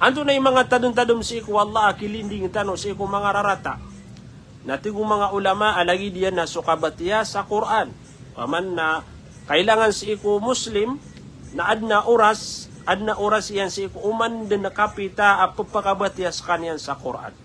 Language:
Maranao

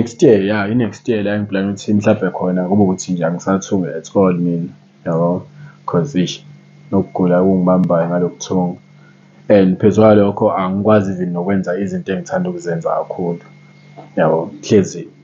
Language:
Zulu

